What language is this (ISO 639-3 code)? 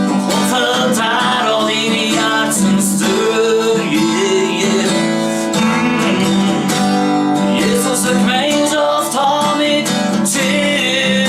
gsw